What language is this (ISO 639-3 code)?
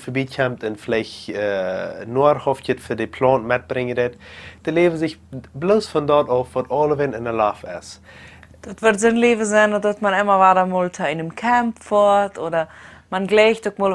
pdt